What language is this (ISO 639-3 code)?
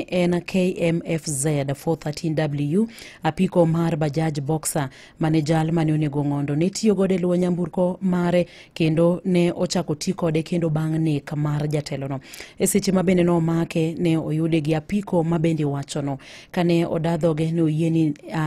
luo